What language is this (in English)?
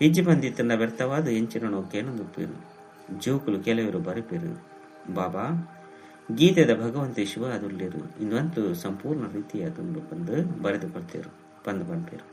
Tulu